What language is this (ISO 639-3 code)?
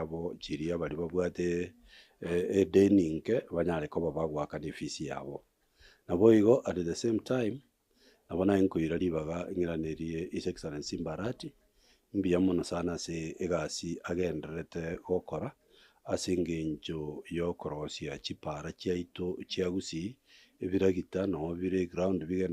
guz